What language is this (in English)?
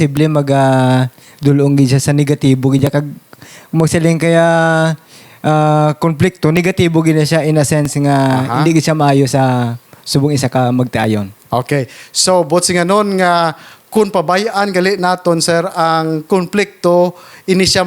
Hiligaynon